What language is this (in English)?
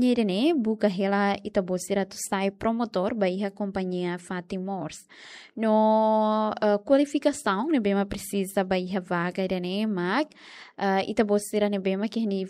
Tetum